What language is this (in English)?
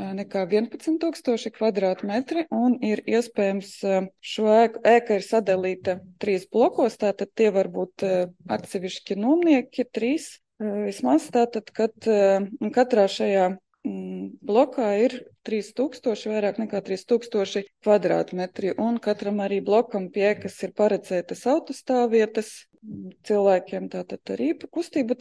Latvian